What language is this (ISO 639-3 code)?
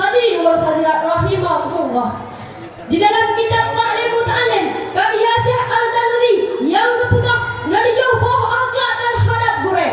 ace